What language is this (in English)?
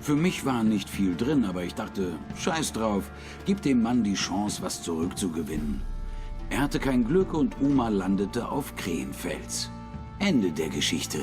Swiss German